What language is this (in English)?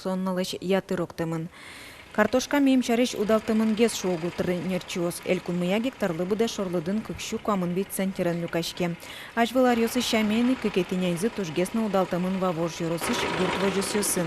Udmurt